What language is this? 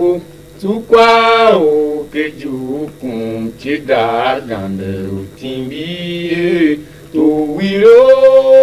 Tiv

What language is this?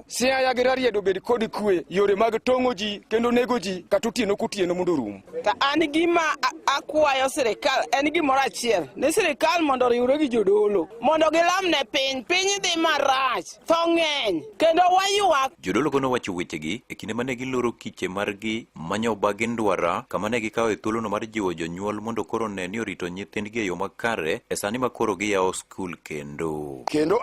Luo (Kenya and Tanzania)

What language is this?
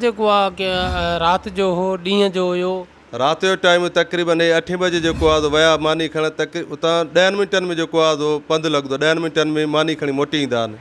Sindhi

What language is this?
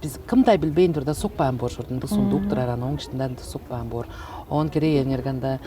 Tuvinian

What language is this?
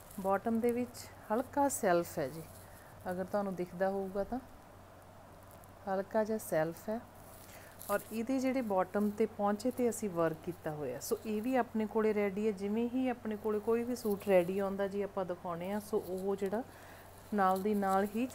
Punjabi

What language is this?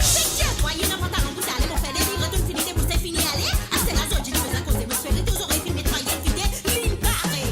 Morisyen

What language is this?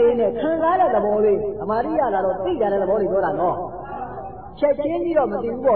Burmese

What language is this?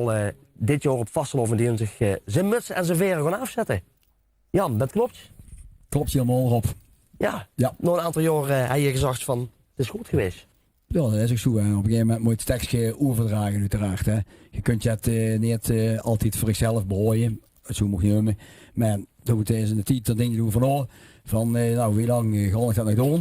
Limburgish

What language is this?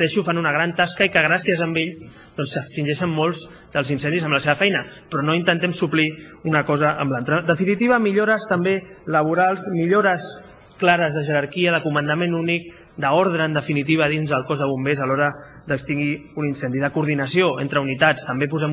Catalan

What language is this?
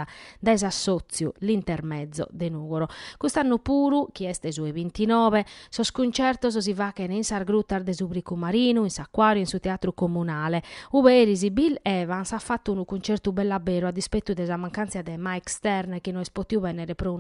Sardinian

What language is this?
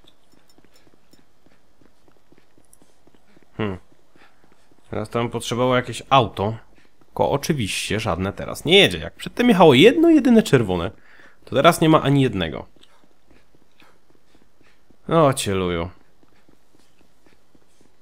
Polish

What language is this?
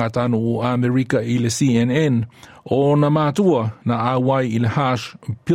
Samoan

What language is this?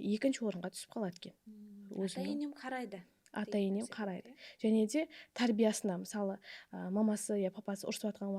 Kara-Kalpak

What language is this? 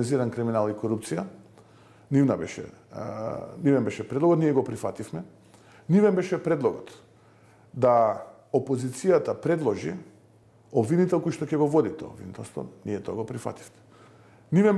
Macedonian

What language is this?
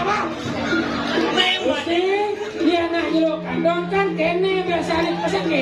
Balinese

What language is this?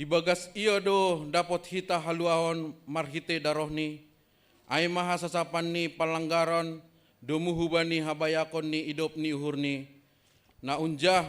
Batak Simalungun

